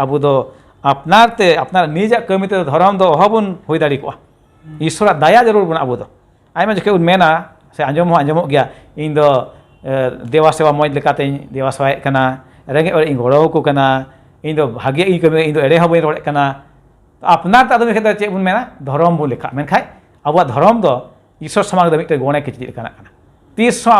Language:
Santali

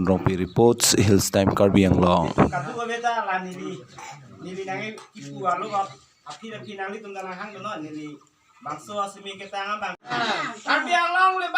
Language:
Karbi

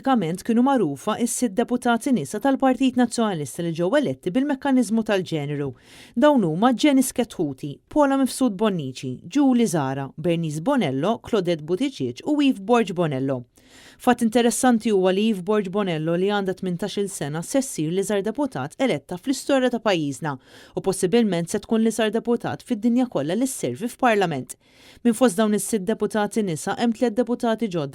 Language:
Maltese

